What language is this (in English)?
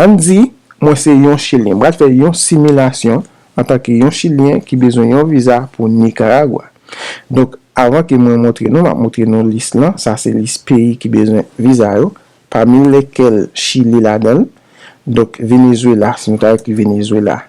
Haitian Creole